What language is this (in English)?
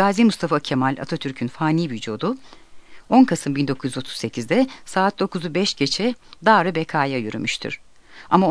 Turkish